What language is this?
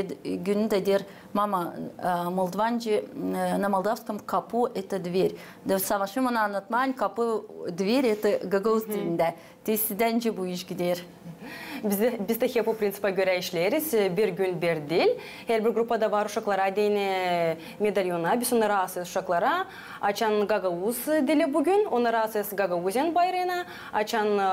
Gagauz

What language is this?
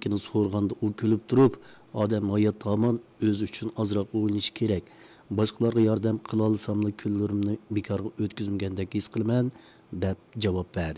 Uyghur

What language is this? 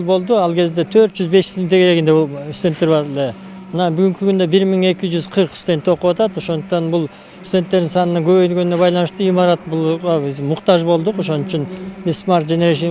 Kyrgyz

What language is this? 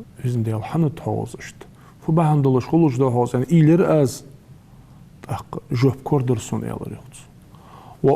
Ingush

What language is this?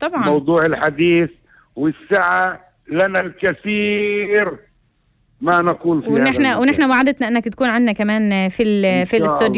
North Levantine Arabic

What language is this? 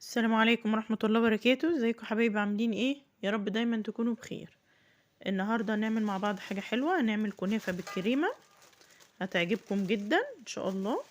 Egyptian Arabic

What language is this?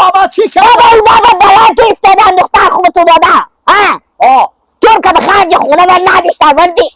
Hazaragi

